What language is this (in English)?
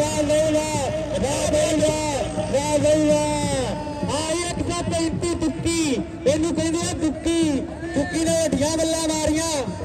Saraiki